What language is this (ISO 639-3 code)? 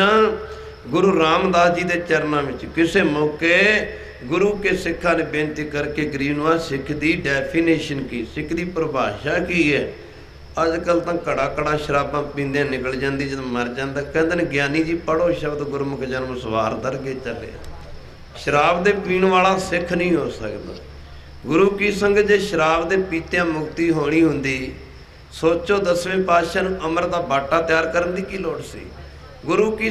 pan